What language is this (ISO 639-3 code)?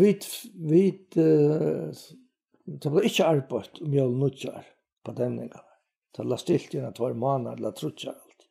fao